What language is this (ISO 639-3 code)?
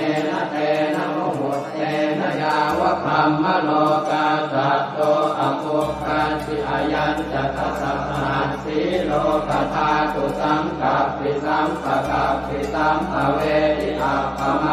pli